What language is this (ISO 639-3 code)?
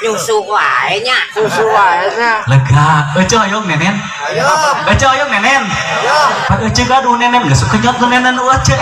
sun